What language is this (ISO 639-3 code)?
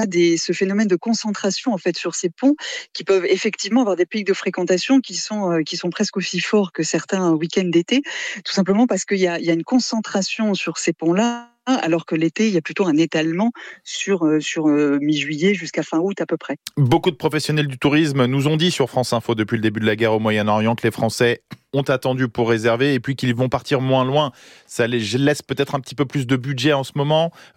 fra